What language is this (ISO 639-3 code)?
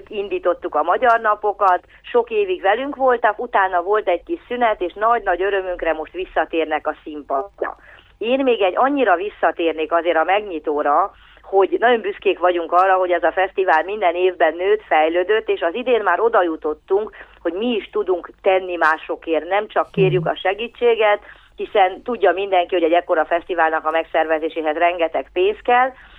hun